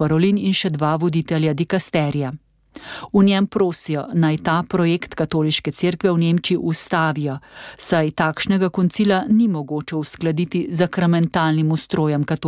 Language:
Slovenian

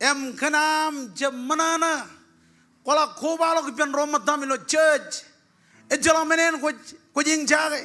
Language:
Marshallese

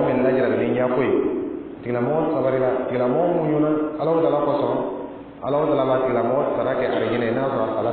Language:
Dyula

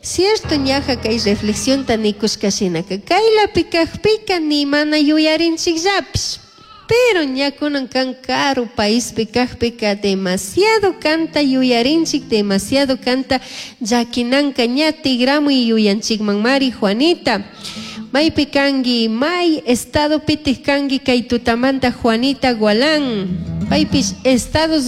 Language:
Chimborazo Highland Quichua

